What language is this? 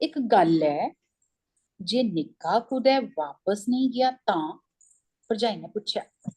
Dogri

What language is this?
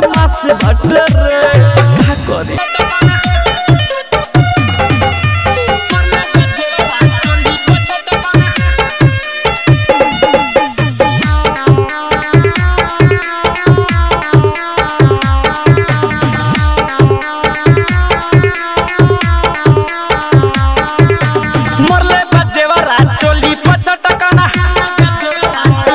Bhojpuri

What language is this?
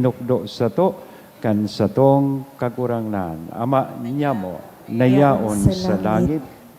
Bikol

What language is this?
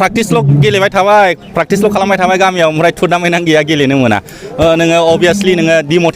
Bodo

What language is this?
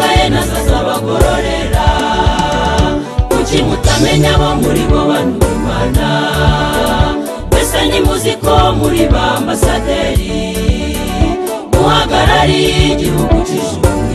Kinyarwanda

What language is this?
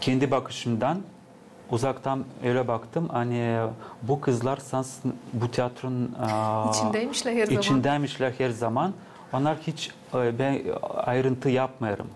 Gagauz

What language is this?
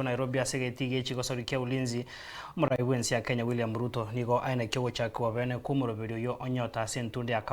Gusii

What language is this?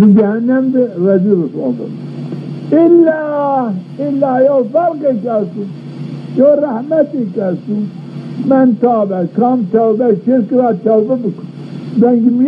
Zaza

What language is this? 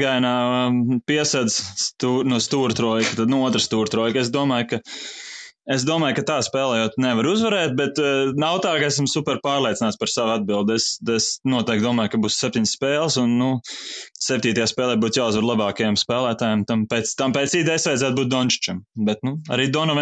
Latvian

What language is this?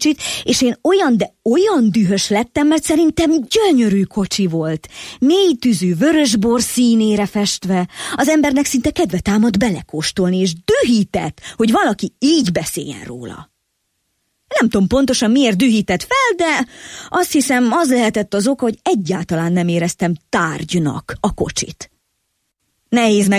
Hungarian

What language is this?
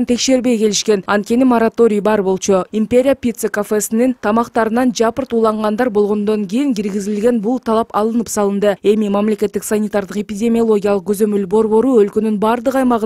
Kyrgyz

